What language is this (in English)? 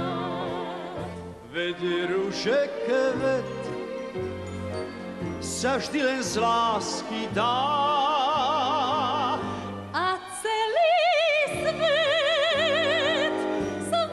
Slovak